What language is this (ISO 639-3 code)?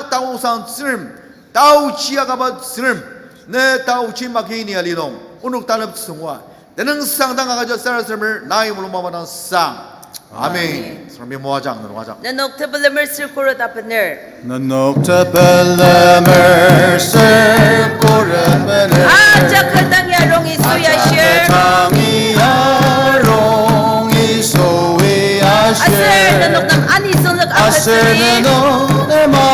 njo